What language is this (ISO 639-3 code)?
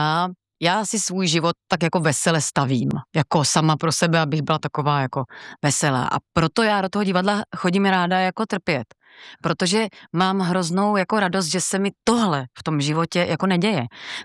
ces